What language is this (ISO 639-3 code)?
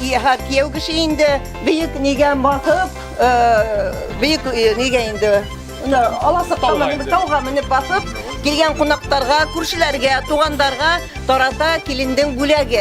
bak